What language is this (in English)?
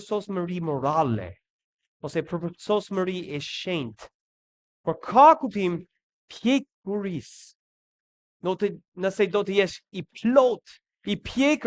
Albanian